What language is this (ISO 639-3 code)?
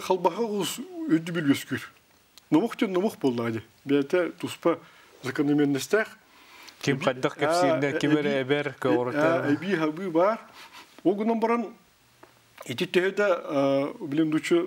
sah